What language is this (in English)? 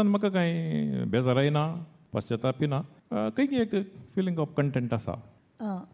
Konkani